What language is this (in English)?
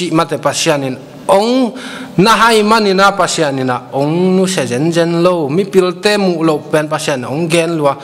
Tedim Chin